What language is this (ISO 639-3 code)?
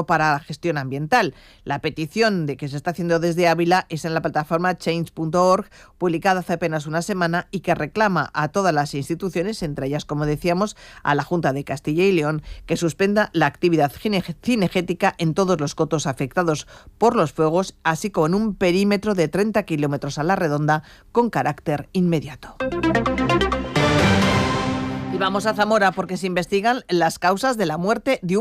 spa